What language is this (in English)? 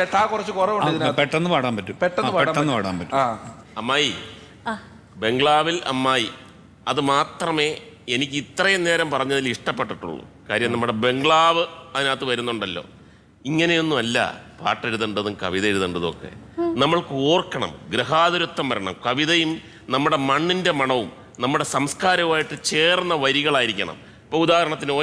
Malayalam